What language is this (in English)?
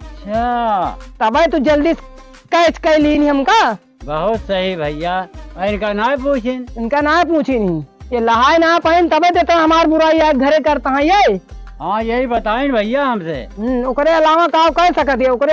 Awadhi